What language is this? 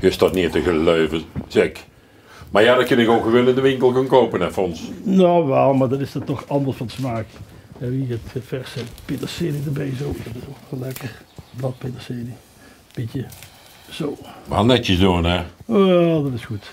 Limburgish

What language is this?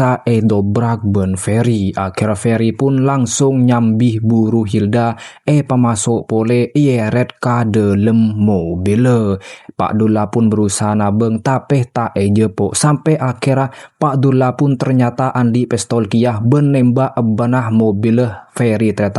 Madurese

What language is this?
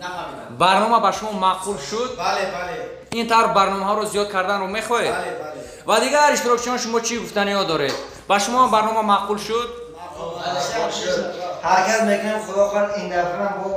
Tajik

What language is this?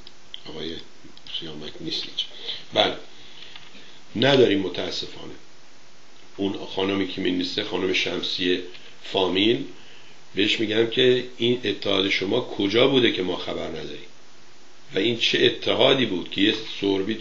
Persian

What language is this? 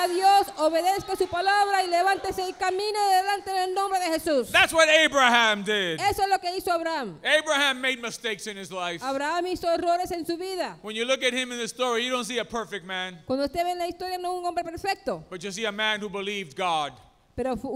Spanish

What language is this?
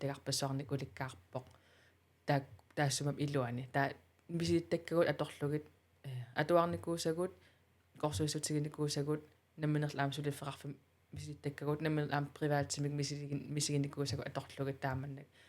Kalaallisut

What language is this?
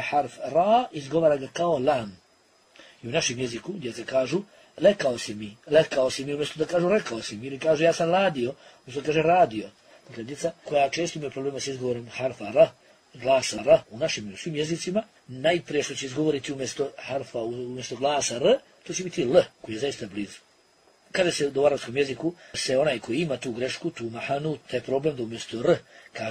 Bosnian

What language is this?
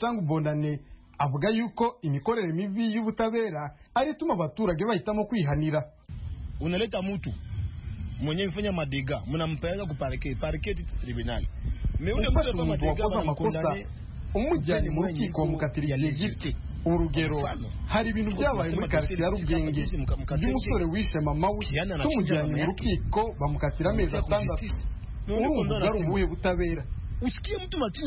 Kinyarwanda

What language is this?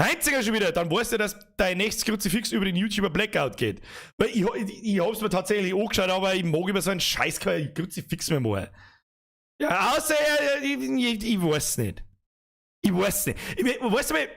Bavarian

